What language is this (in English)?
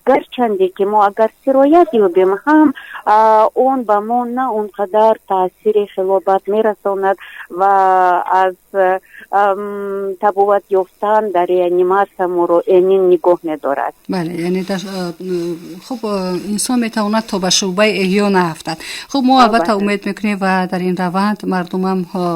Tajik